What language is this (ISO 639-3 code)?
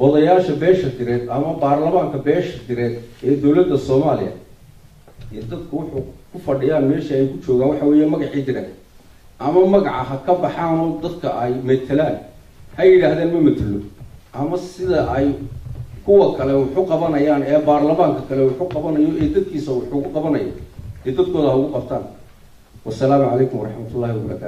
som